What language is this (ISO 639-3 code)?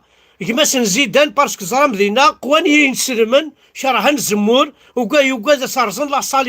kab